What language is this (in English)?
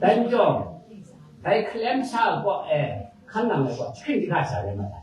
Kachin